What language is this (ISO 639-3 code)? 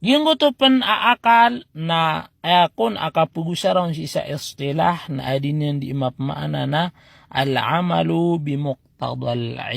mrw